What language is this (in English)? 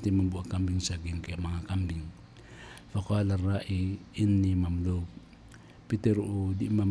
Maranao